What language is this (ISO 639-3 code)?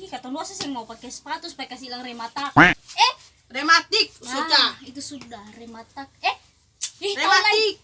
abs